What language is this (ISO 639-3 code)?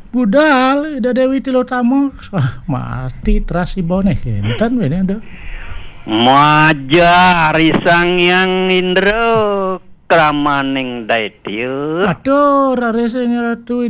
ban